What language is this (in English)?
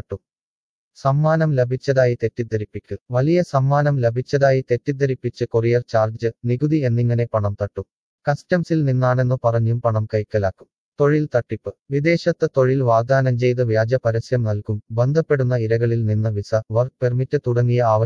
Malayalam